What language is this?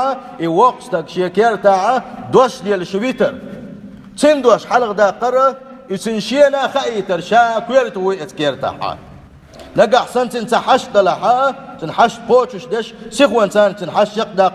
Chechen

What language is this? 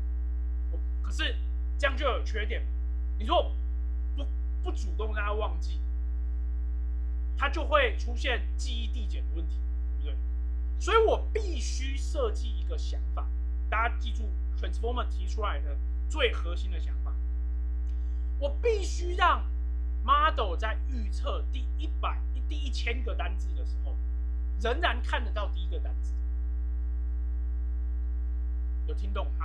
Chinese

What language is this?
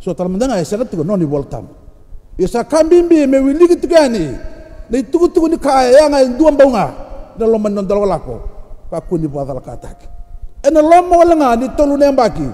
Fijian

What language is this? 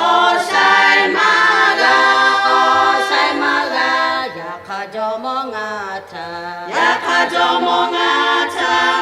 Lahu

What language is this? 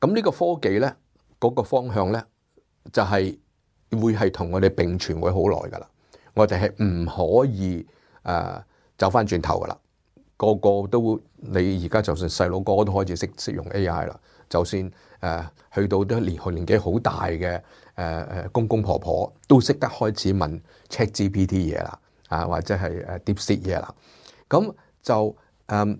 Cantonese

